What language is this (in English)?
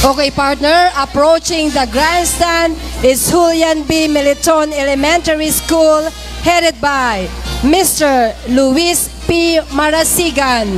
Bikol